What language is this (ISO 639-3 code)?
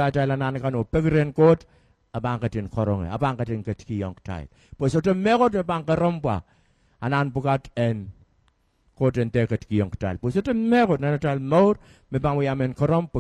pon